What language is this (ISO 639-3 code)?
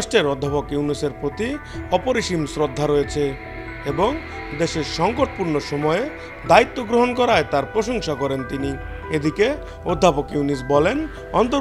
ben